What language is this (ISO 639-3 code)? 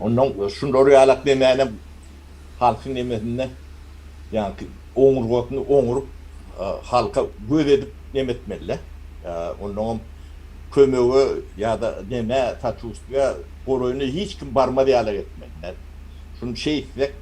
tuk